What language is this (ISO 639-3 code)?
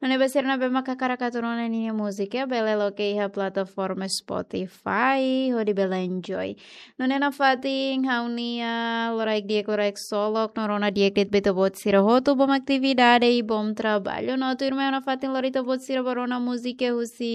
tet